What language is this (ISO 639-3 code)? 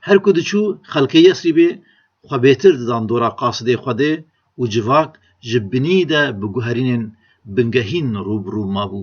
kur